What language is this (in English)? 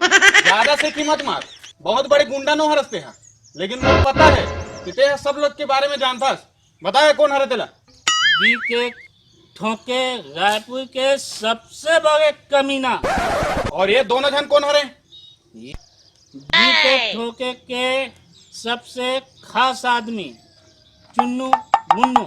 Chhattisgarhi